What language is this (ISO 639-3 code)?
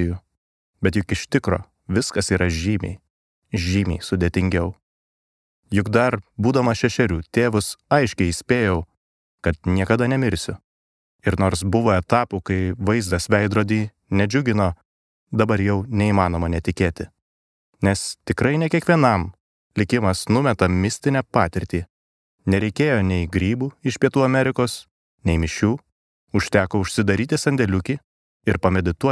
lit